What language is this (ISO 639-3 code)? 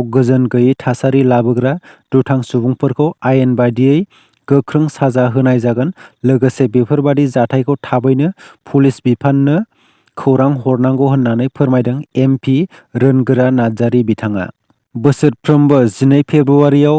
brx